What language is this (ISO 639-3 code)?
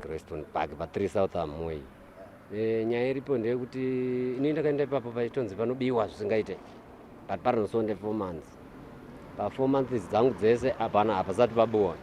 sna